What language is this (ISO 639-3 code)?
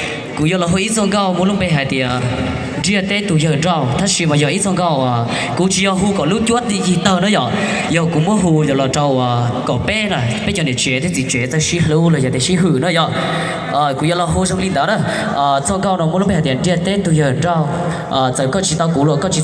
hmn